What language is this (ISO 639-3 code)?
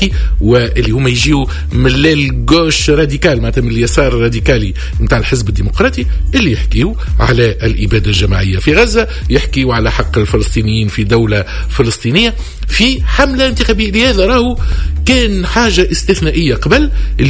aeb